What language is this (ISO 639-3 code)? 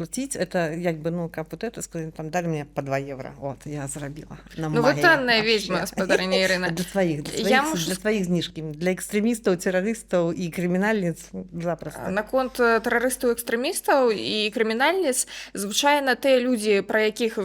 bel